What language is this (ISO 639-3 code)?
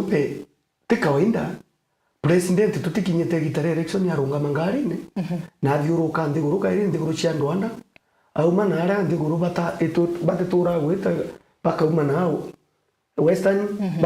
mer